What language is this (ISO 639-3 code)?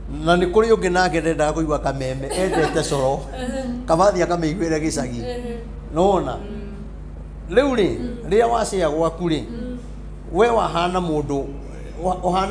kik